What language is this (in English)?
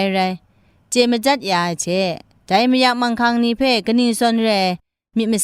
Kachin